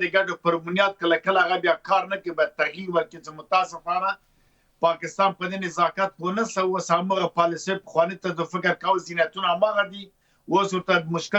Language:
Pashto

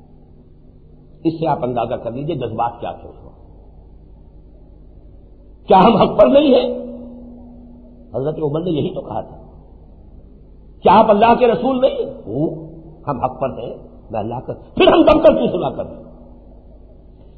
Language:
Urdu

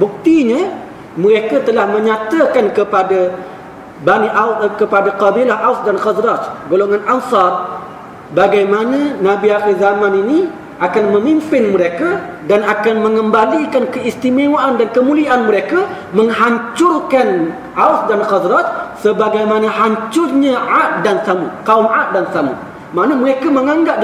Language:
Malay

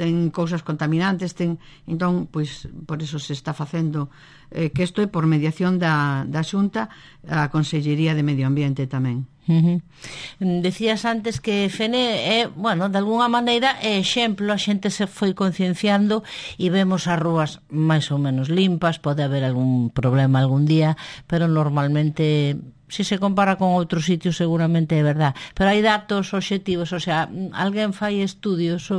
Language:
Galician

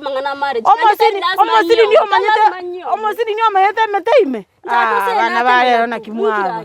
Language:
Gusii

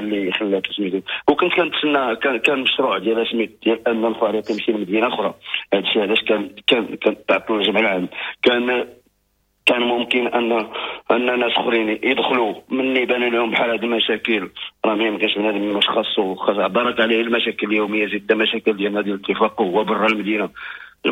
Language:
Moroccan Arabic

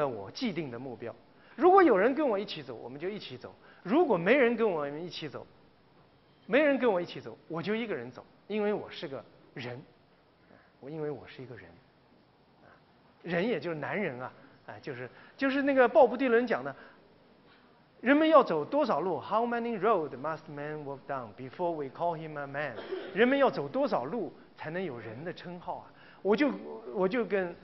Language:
Chinese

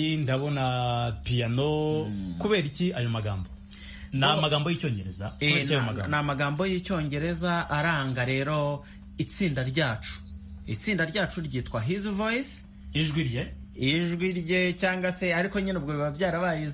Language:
Kinyarwanda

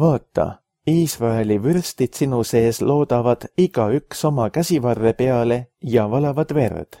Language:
Estonian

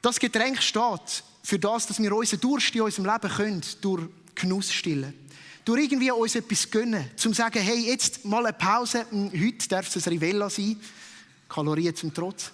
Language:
Swiss German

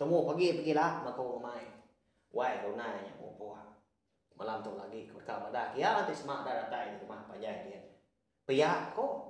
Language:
Iban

